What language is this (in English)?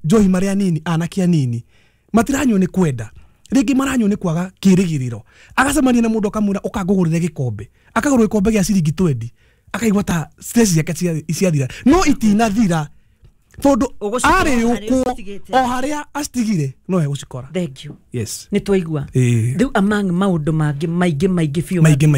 Kikuyu